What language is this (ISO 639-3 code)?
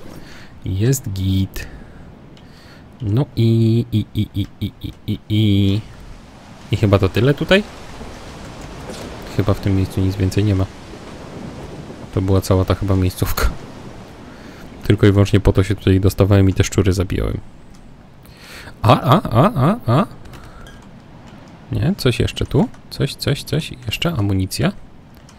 pol